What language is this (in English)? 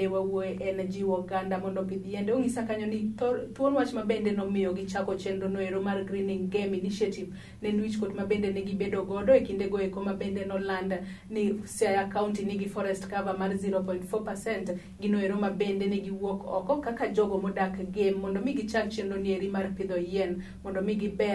Luo (Kenya and Tanzania)